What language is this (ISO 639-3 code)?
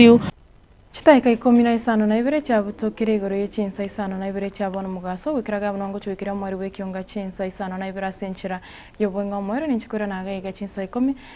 guz